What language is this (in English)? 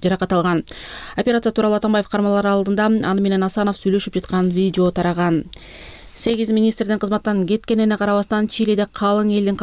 Kyrgyz